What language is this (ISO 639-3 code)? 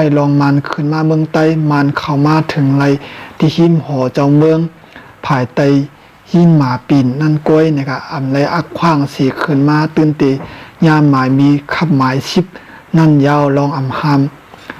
shn